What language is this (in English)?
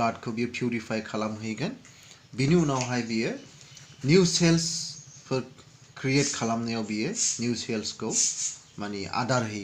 Bodo